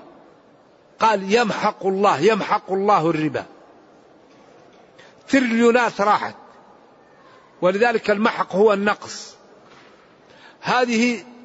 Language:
Arabic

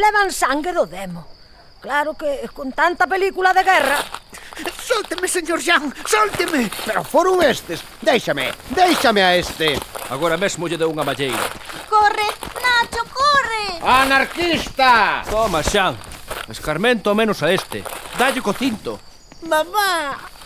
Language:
Galician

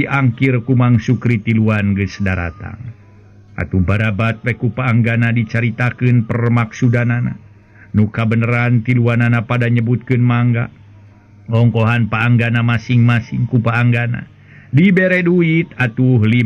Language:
Sundanese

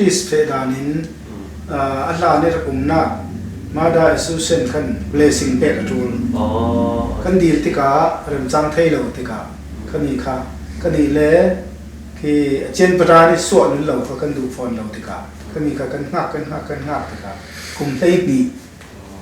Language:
Falam Chin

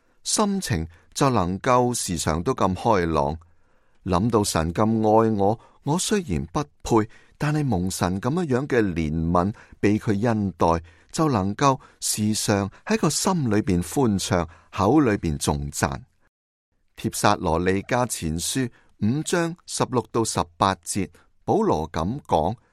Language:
Cantonese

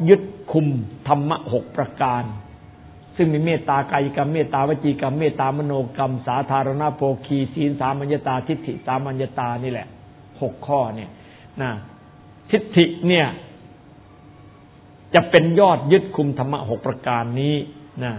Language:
Thai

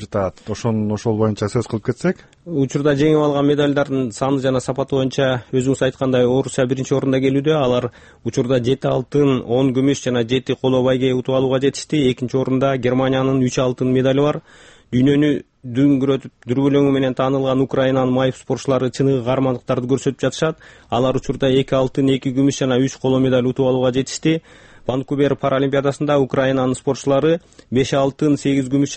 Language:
Kyrgyz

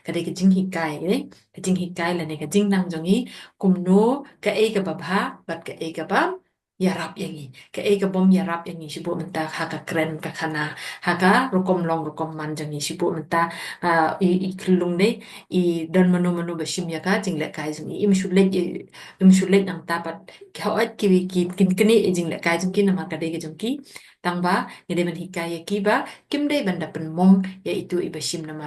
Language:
Khasi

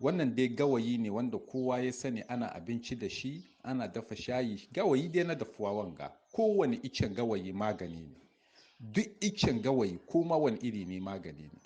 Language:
Hausa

